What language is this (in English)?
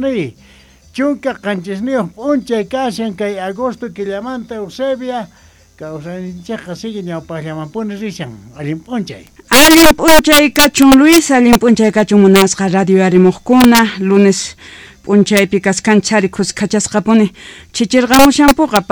South Bolivian Quechua